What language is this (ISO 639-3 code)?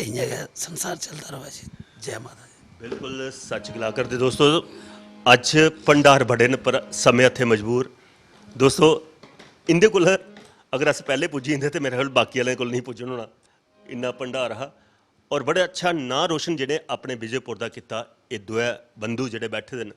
doi